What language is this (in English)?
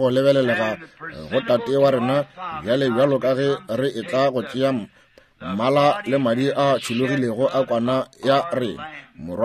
Northern Sotho